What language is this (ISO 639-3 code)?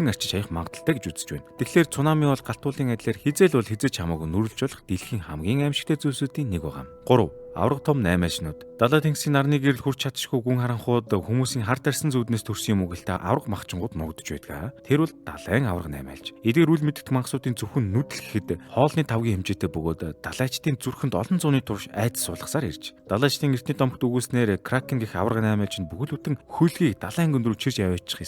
mon